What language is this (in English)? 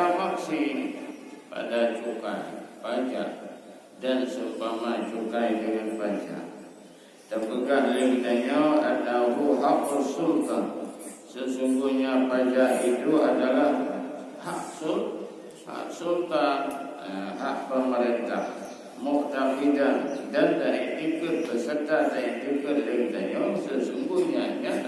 Achinese